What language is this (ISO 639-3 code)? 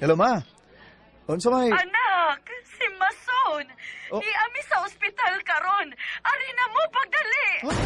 ceb